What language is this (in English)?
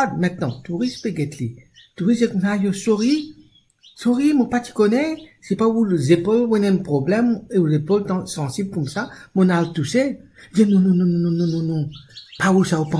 Morisyen